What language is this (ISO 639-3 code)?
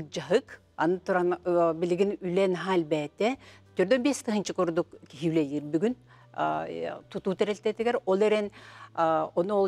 sah